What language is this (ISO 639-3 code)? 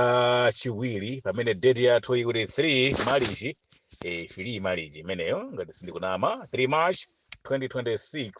nya